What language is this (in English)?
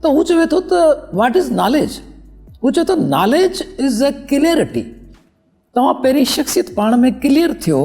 Sindhi